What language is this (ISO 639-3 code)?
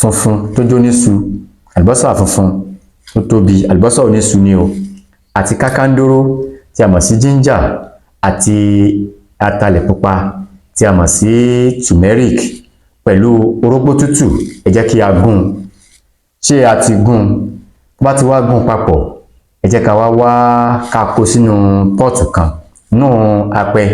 yor